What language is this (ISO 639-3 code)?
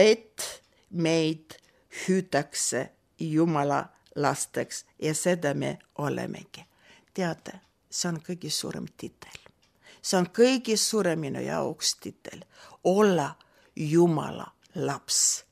est